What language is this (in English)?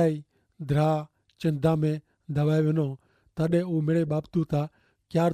Kachhi